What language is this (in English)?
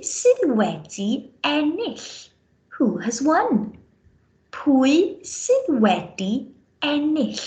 Welsh